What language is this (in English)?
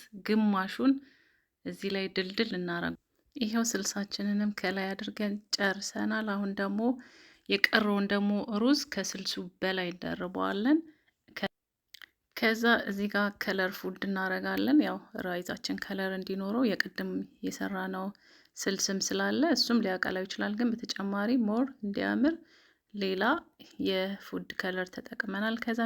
Amharic